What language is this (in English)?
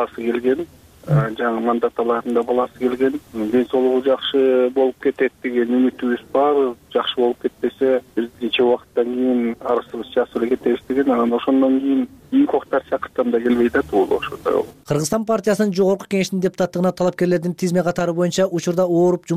Kyrgyz